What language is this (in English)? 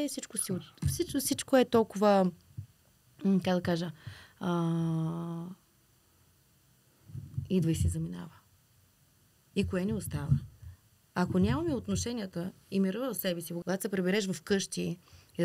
Bulgarian